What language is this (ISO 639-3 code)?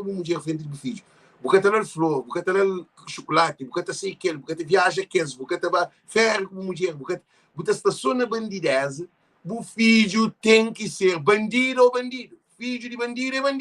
kea